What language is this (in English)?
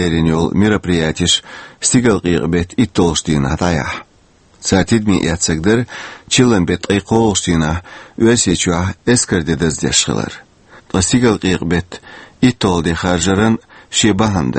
Chechen